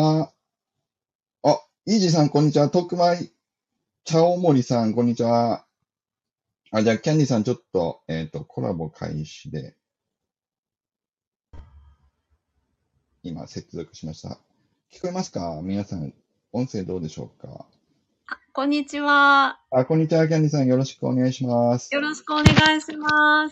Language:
Japanese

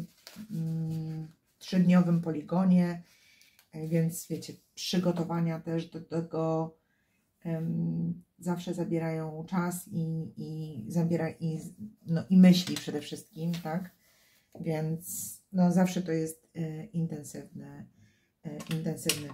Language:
Polish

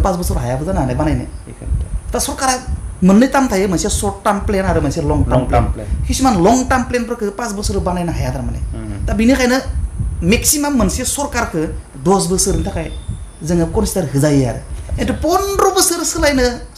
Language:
Bodo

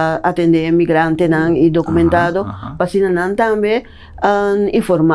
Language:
Papiamento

